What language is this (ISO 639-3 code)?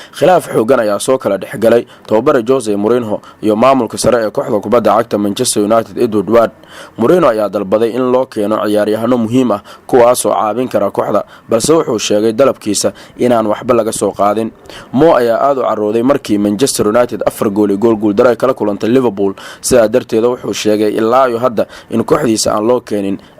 som